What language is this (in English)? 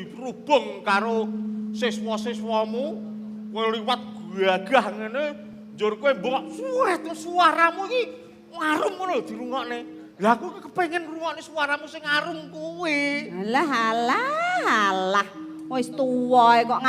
Javanese